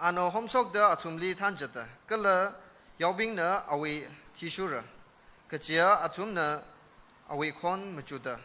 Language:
Tangkhul Naga (India)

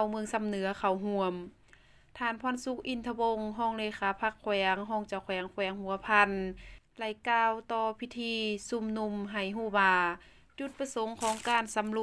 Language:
Lao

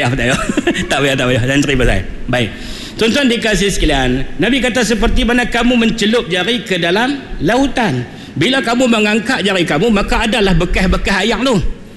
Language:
Malay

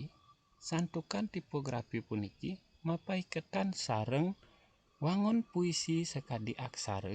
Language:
Balinese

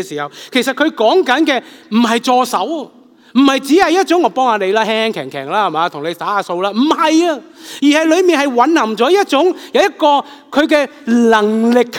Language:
Cantonese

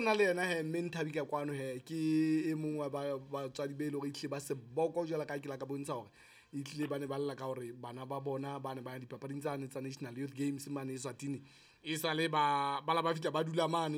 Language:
Southern Sotho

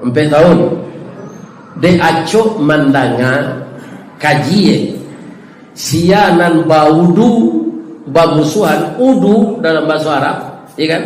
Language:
Minangkabau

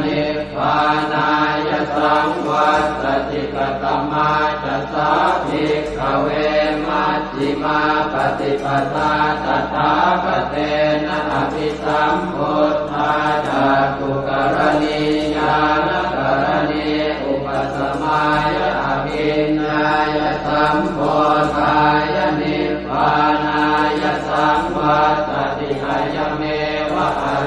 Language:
Pali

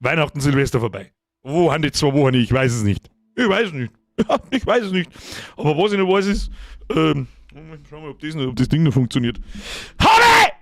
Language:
Bavarian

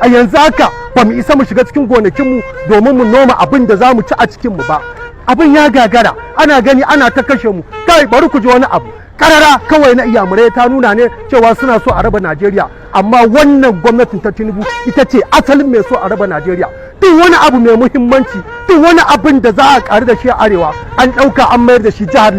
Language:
Hausa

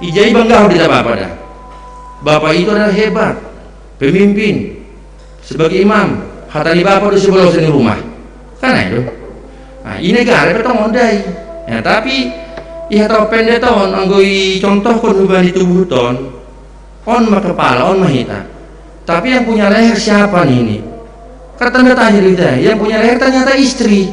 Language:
Batak Simalungun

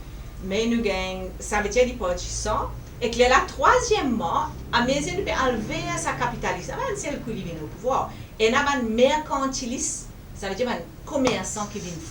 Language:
Morisyen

